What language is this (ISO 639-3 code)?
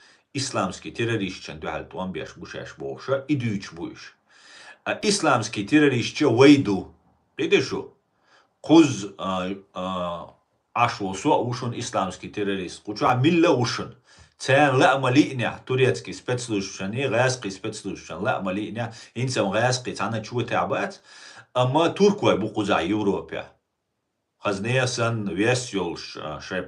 che